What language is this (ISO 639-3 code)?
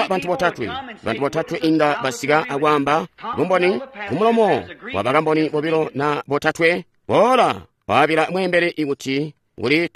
toi